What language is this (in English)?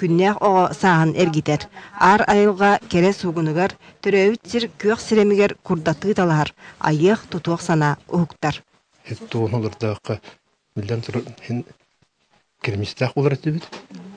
Yakut